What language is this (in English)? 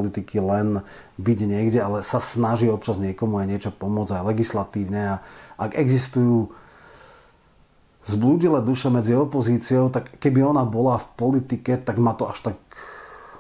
Slovak